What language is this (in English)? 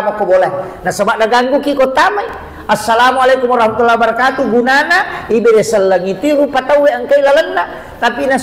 Buginese